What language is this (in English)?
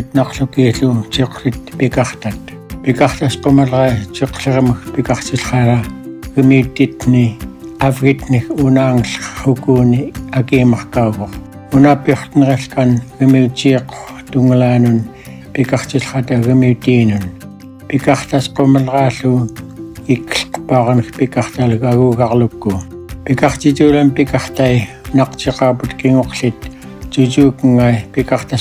Central Yupik